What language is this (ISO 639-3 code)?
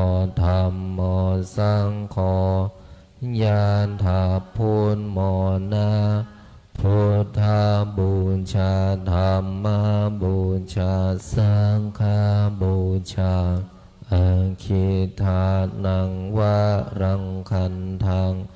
pli